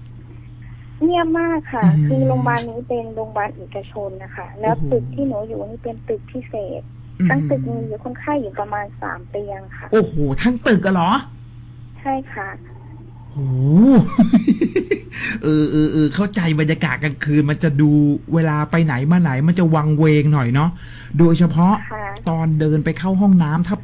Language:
Thai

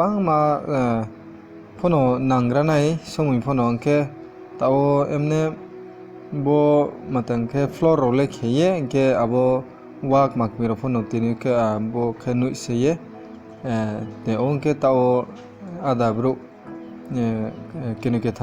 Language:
Riang (India)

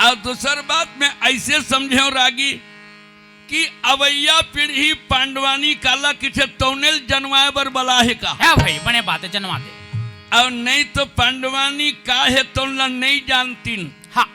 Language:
Chhattisgarhi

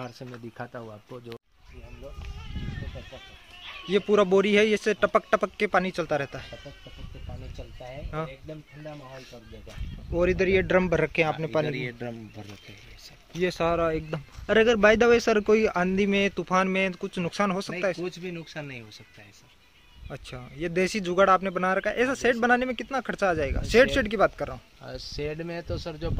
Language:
Hindi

